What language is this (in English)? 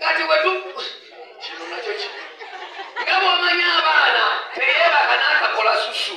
Ganda